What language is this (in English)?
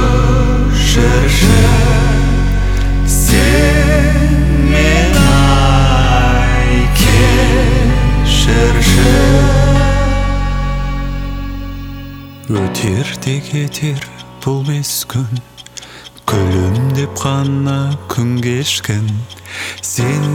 Kazakh